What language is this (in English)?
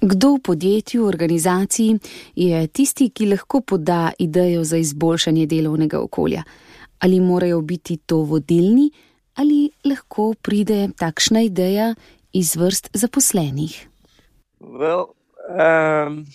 Slovenian